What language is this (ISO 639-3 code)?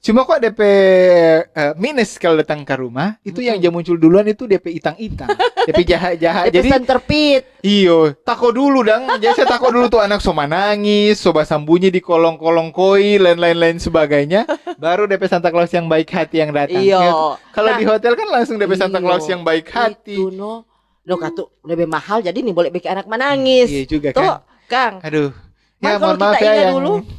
xmm